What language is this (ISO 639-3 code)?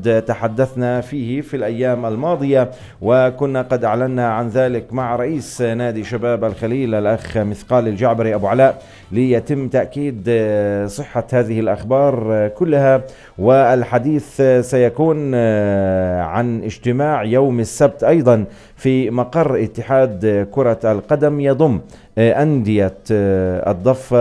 apc